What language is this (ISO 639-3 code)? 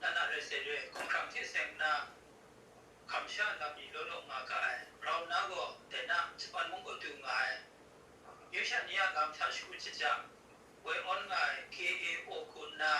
kac